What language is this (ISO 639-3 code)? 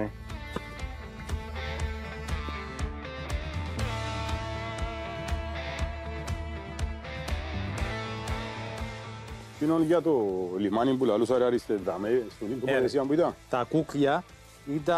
ell